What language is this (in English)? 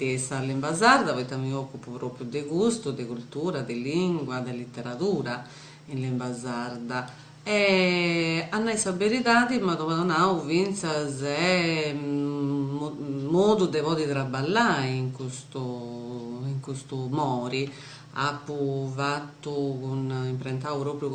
Sardinian